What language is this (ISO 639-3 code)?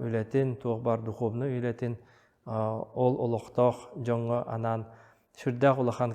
sah